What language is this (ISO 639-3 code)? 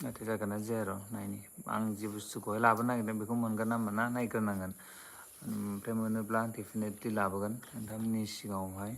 brx